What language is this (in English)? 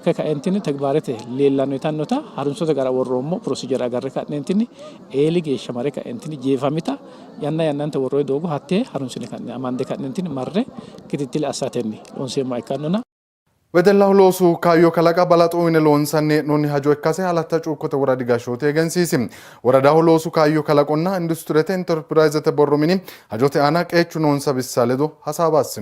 Sidamo